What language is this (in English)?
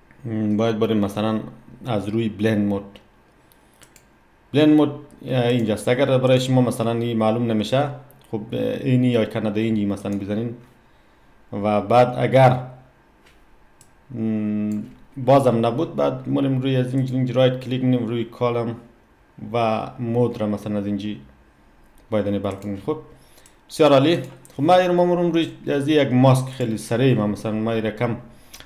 Persian